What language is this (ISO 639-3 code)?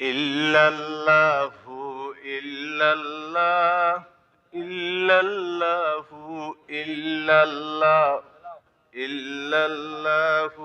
syl